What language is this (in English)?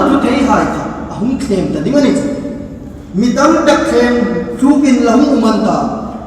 Hmar